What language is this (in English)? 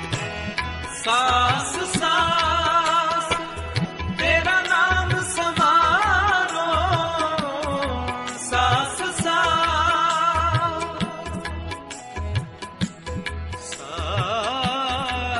Hindi